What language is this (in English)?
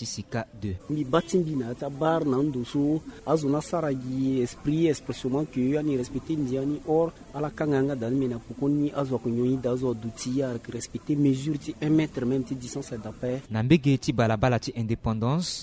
Sango